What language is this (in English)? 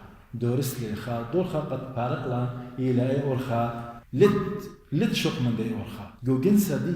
Assyrian Neo-Aramaic